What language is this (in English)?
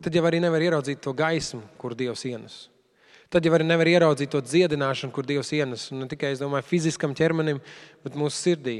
Latvian